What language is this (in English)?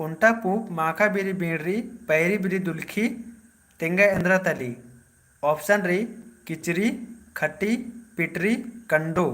Kurukh